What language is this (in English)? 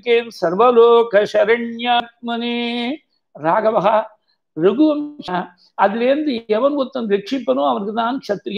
Tamil